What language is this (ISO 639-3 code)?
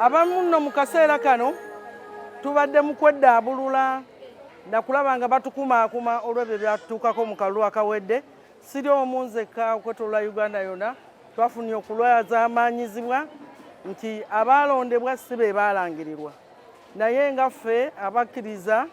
lug